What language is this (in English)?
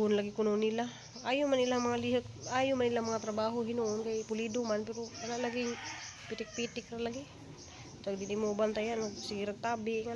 Cebuano